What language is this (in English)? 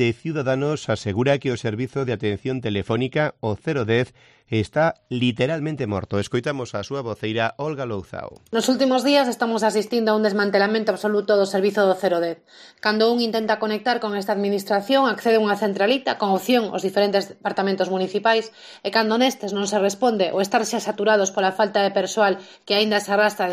Galician